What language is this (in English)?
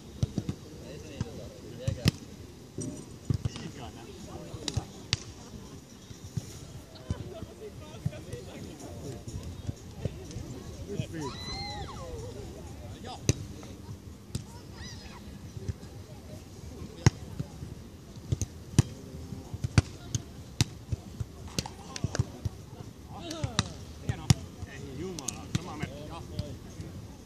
Finnish